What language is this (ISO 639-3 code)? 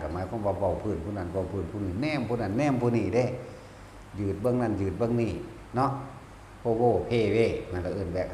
tts